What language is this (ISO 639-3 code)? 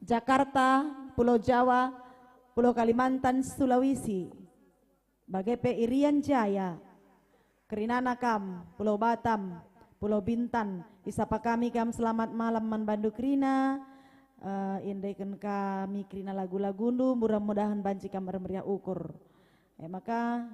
btx